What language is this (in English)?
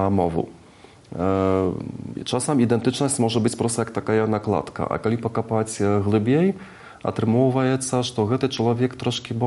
Belarusian